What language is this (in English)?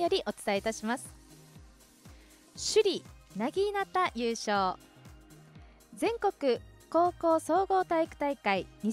Japanese